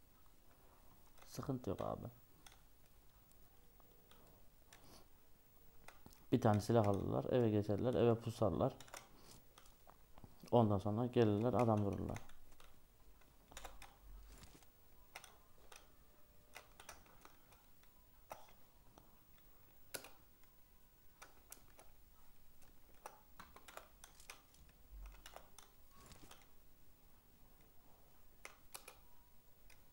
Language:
Turkish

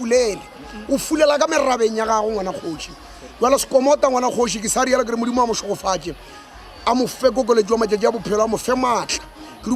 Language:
Northern Sotho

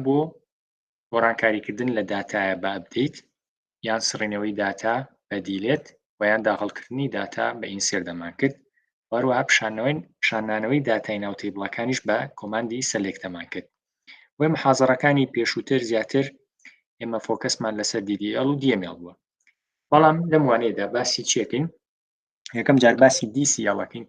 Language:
Central Kurdish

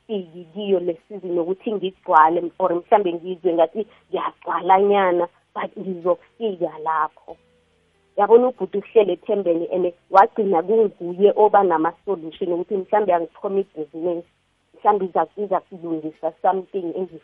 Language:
South Ndebele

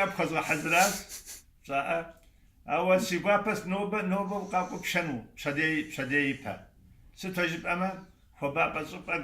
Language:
Abkhazian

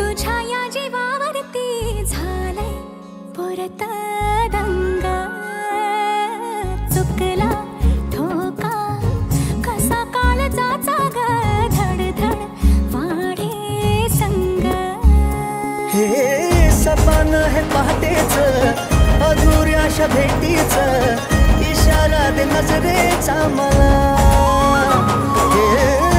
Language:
Marathi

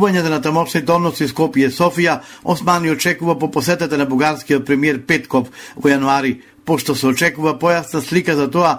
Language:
Macedonian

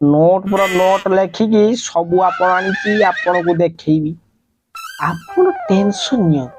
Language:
Odia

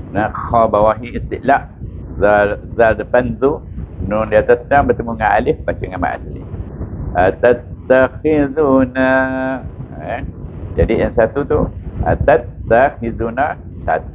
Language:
Malay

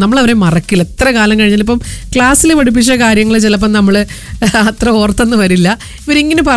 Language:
Malayalam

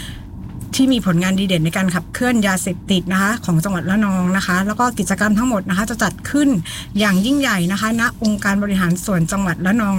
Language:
Thai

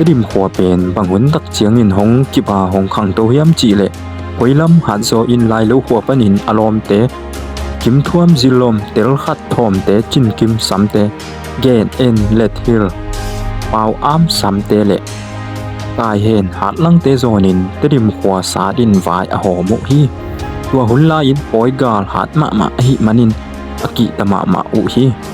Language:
Tedim Chin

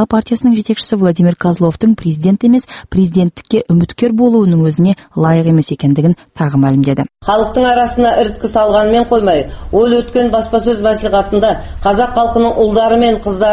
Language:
Kazakh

